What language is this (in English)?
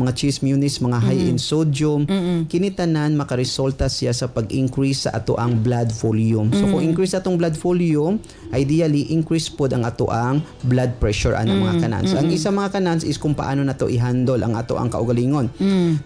Cebuano